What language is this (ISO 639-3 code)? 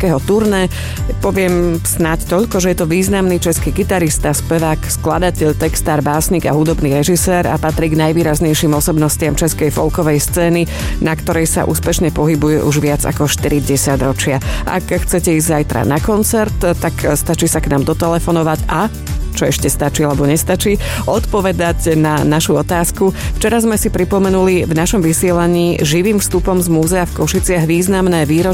slk